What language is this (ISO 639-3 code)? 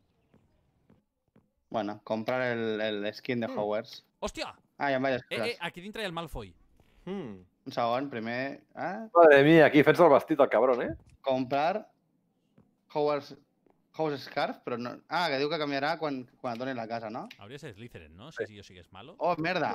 cat